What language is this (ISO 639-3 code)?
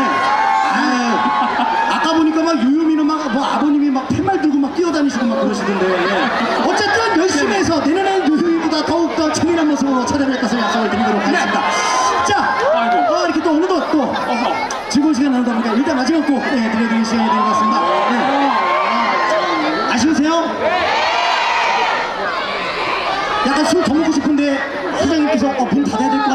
kor